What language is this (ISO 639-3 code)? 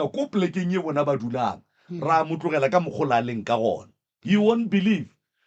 nso